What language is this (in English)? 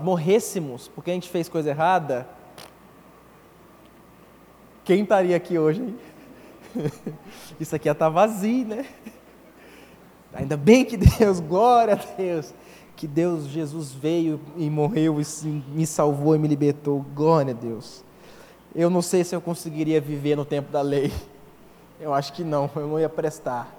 Portuguese